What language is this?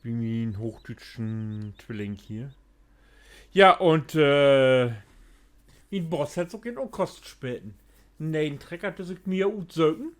Low German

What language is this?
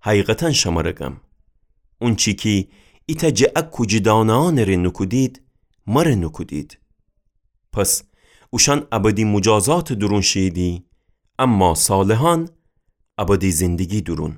Gilaki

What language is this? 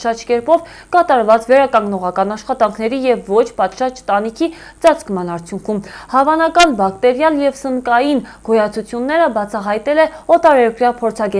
Armenian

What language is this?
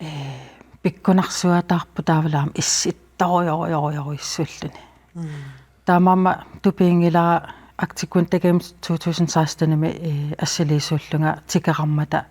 Kalaallisut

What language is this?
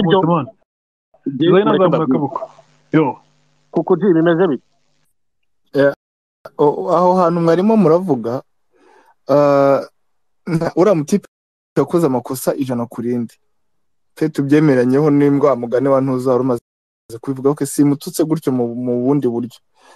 Kinyarwanda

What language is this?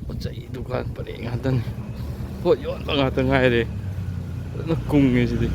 Manipuri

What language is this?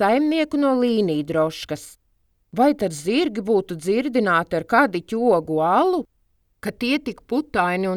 Latvian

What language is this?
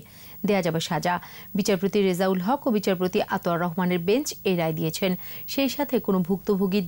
Bangla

